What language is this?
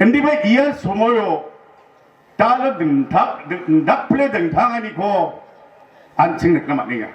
Garo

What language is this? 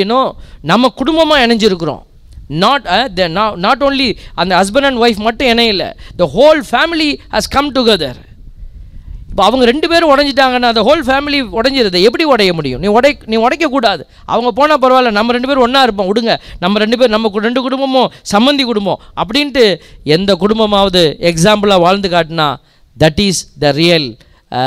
Tamil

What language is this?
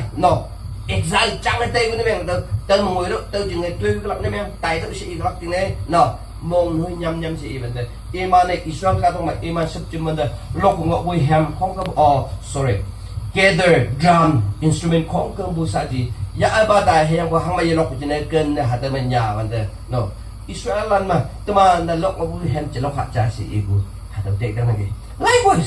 Naga Pidgin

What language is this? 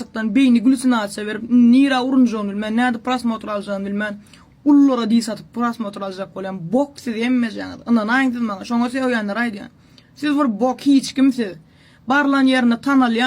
Turkmen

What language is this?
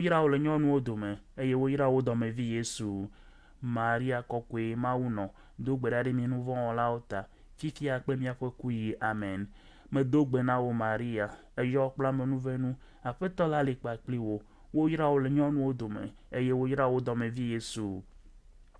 Ewe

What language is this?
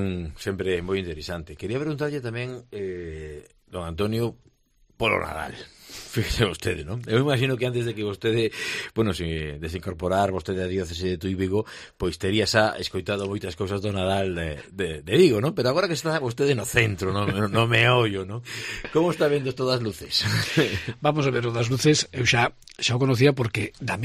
Galician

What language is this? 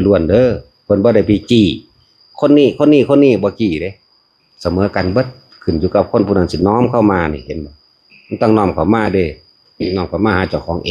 Northeastern Thai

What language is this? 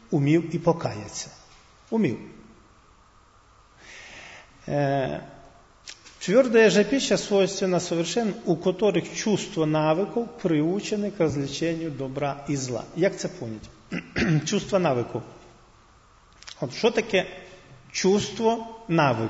Ukrainian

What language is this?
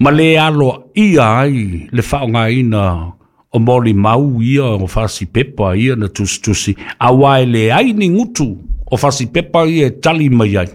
Samoan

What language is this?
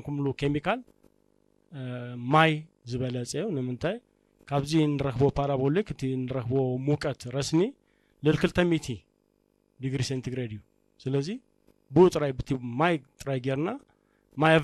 Tigrinya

